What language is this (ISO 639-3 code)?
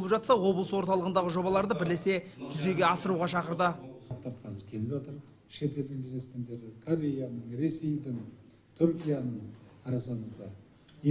kaz